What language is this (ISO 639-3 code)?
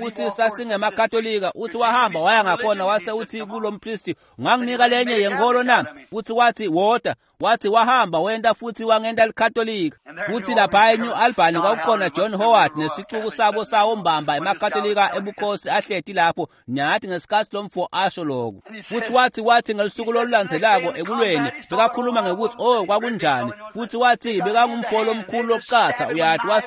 ssw